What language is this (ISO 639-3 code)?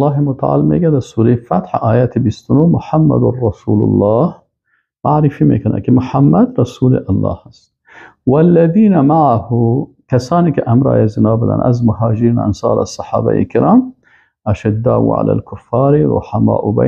fas